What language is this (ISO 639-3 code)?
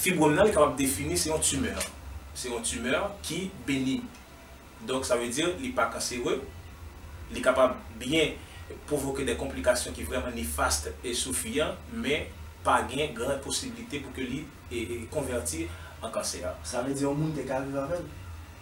hat